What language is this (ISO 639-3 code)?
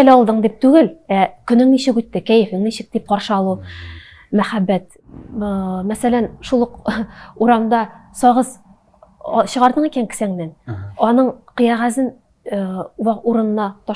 tat